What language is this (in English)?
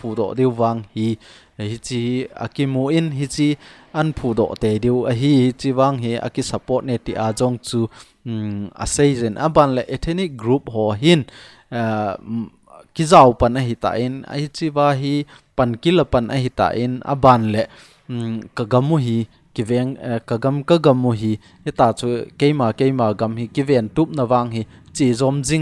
Thado Chin